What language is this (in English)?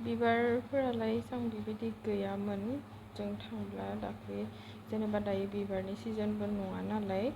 Bodo